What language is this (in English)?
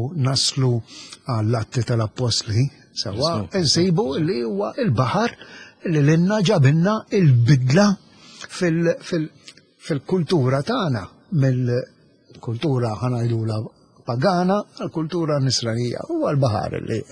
Maltese